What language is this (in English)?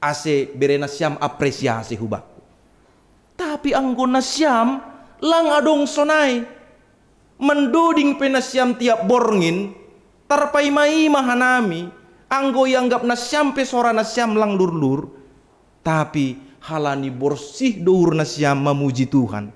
Batak Simalungun